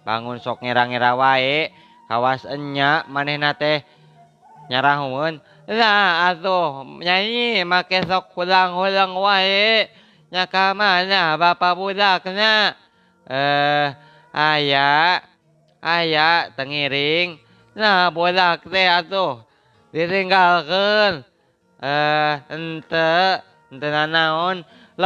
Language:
Sundanese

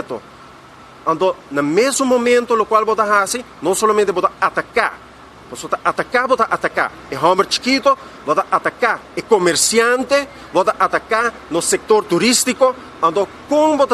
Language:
Papiamento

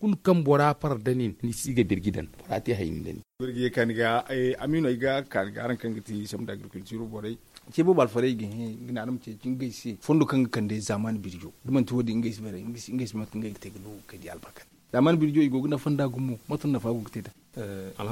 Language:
Zarma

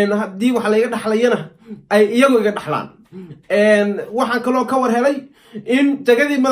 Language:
Somali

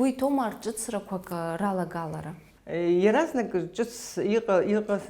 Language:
Abkhazian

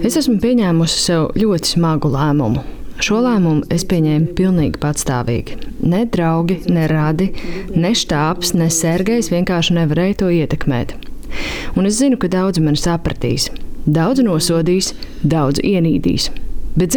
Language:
Latvian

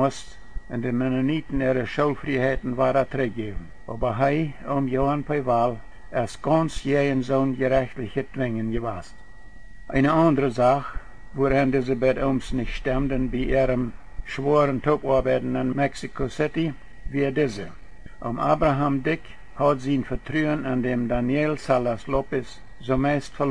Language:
Plautdietsch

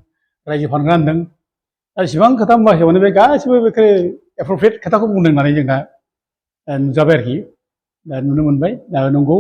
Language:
Bodo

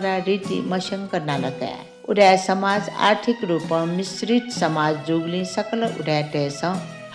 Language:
Newari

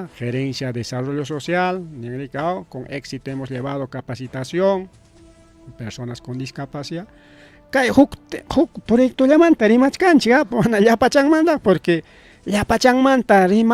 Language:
Ayacucho Quechua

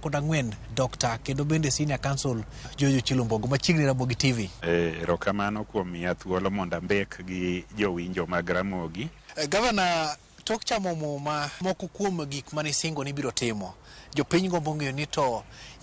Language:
Luo (Kenya and Tanzania)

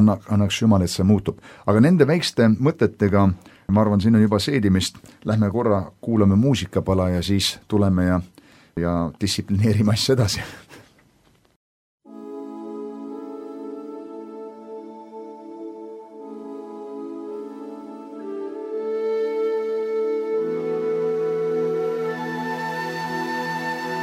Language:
Estonian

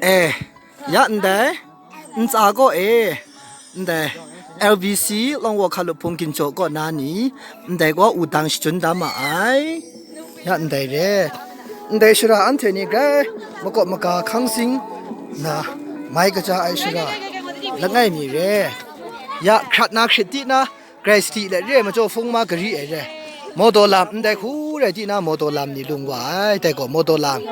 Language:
Maru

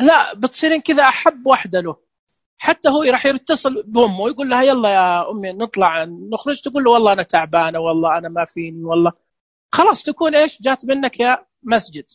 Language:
Najdi Arabic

